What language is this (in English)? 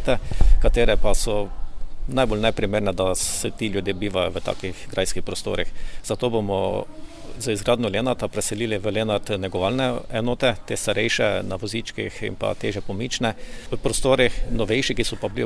Slovenian